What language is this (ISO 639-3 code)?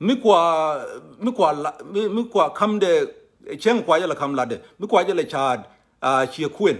nus